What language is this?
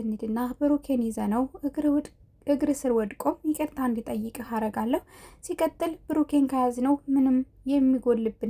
Amharic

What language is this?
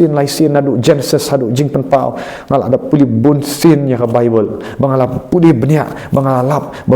Khasi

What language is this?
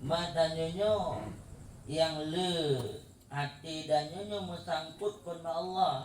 Achinese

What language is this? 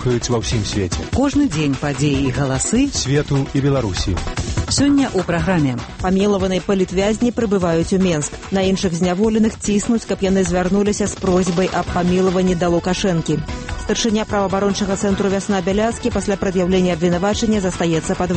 Belarusian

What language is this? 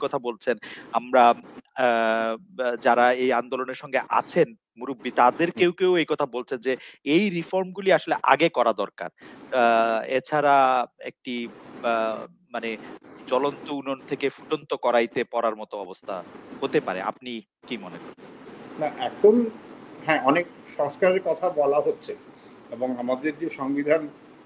Bangla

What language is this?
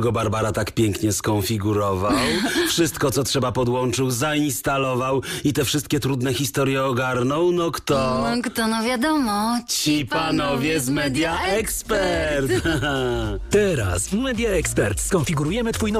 Polish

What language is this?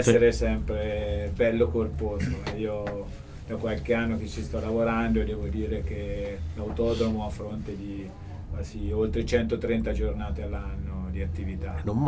Italian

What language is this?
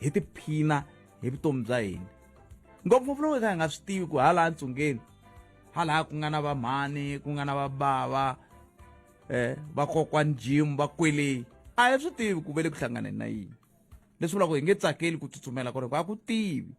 Tsonga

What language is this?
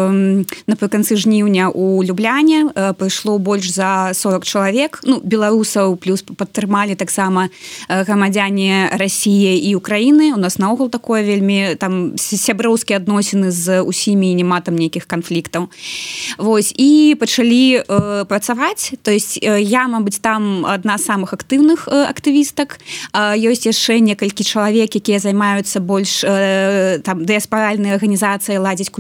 Belarusian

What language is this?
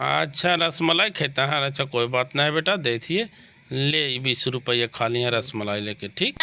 Magahi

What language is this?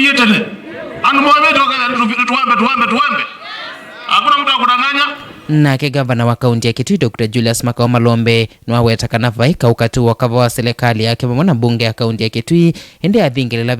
Kamba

